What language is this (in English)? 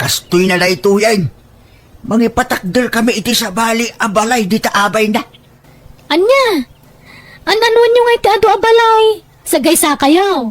Iloko